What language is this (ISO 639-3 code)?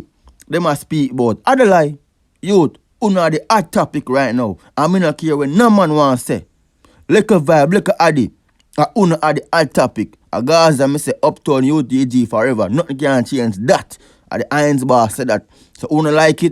jam